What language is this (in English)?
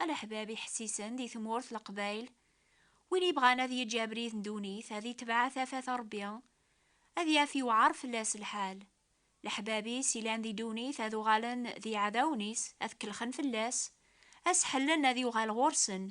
Kabyle